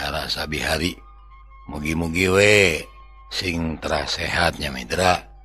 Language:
Sundanese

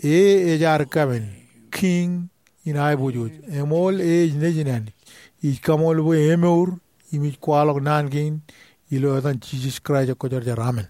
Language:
Marshallese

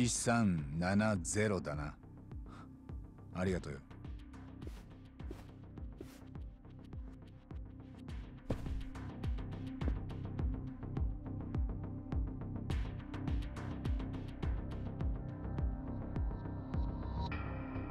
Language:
Japanese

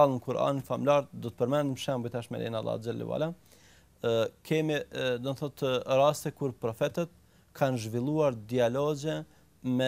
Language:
Albanian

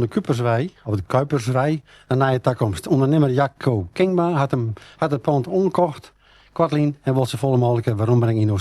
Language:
Western Frisian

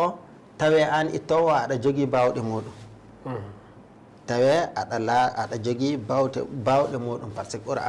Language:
Fula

